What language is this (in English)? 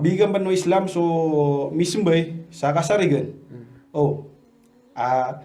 Maranao